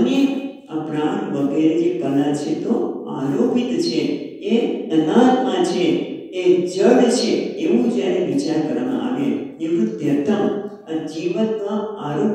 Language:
Gujarati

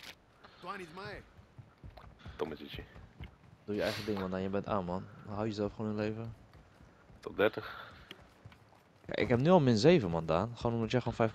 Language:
Dutch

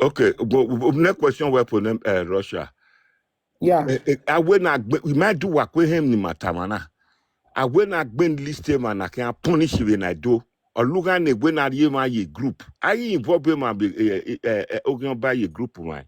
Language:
Nigerian Pidgin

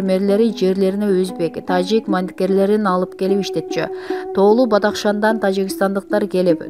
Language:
Kyrgyz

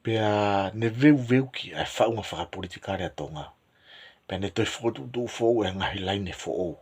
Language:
Tongan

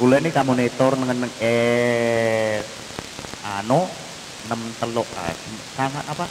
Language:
Madurese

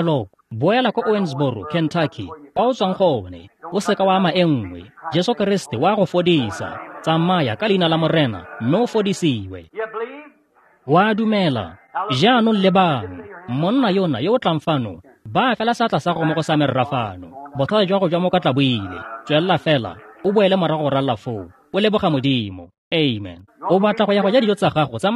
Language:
Tswana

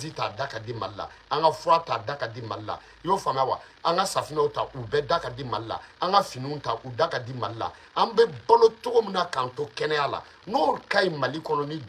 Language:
Bambara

